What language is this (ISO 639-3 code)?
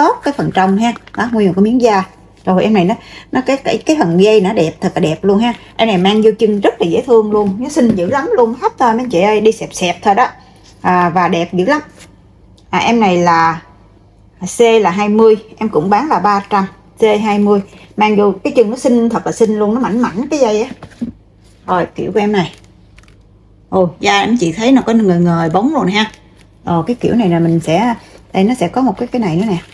vie